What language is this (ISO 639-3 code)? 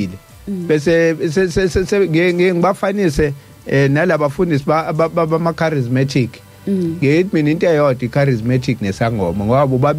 zul